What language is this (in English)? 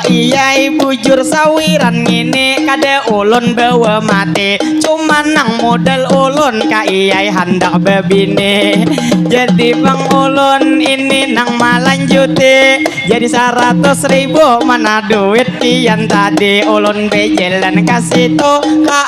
Banjar